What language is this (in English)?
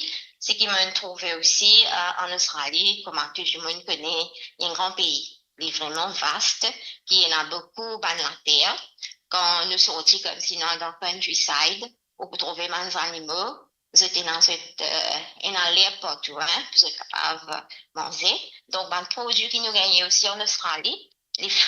Morisyen